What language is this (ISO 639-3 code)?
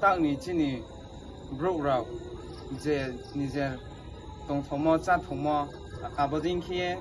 ria